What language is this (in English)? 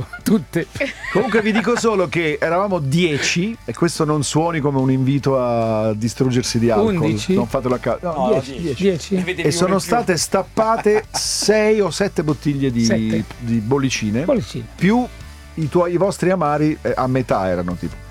Italian